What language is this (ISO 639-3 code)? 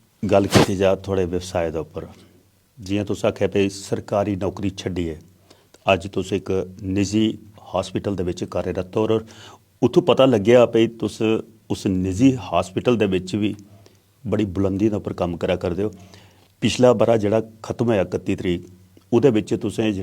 doi